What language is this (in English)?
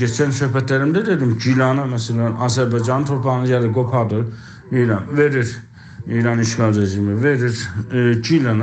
South Azerbaijani